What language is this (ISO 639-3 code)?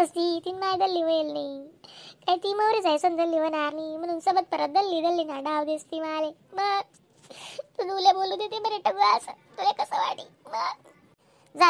khn